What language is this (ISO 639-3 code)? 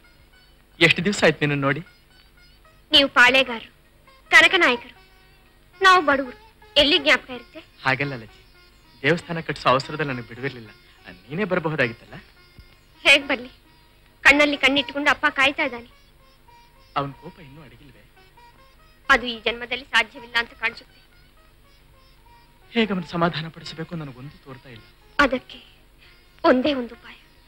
kan